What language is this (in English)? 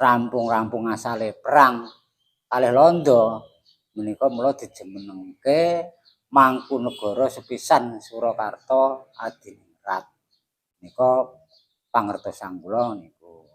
Javanese